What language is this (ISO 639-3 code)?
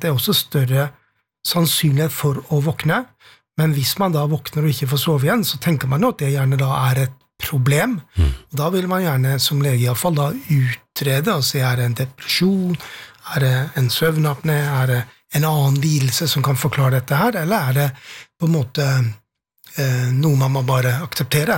nor